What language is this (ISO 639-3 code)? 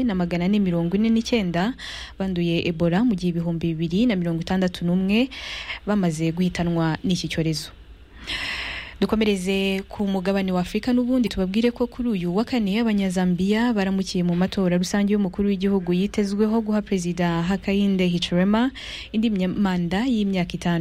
kin